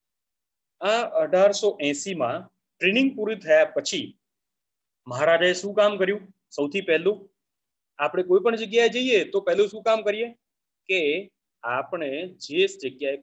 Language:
Gujarati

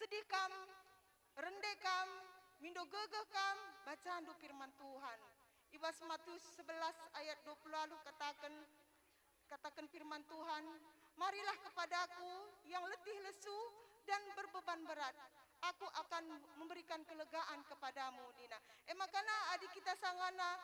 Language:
Batak Karo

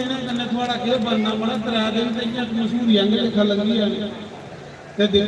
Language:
Dogri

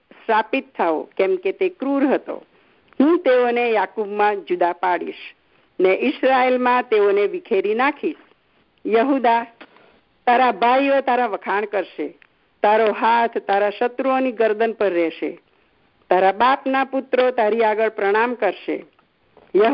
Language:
Gujarati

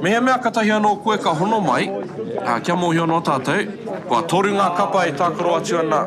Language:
Māori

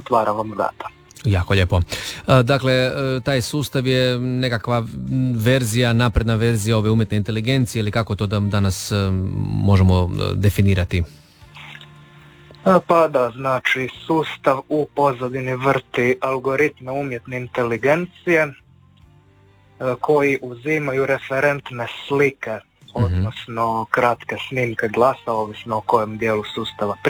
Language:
Croatian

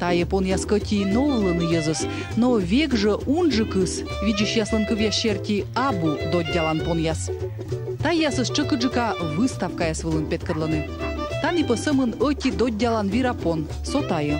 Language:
Komi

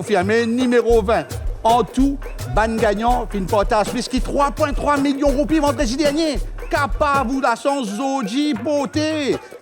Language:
Morisyen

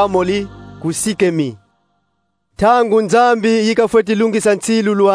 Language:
Kongo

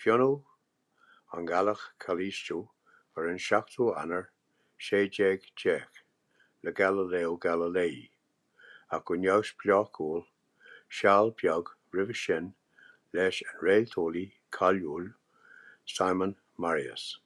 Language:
Irish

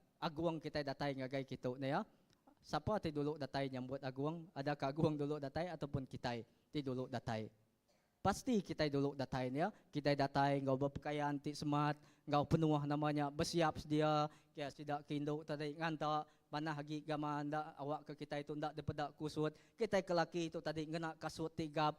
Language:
Iban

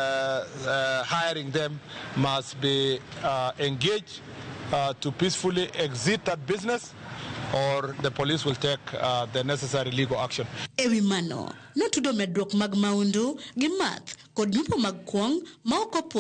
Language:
Luo (Kenya and Tanzania)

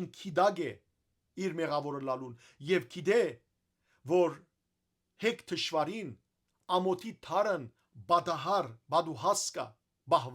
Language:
Western Armenian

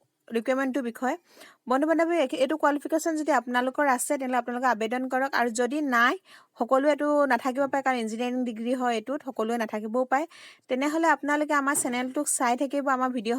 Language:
Assamese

